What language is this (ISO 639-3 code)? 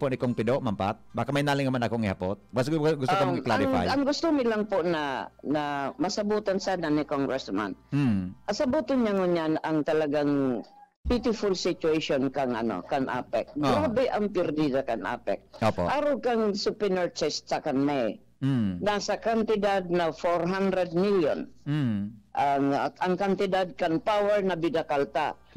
bik